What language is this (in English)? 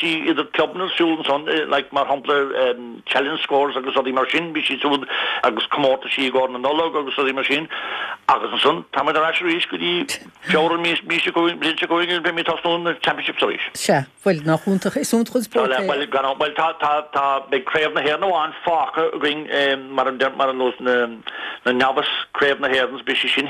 Irish